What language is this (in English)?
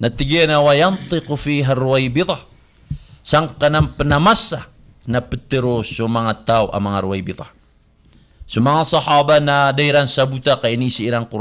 Maranao